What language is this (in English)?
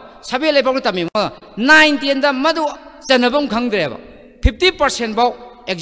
Manipuri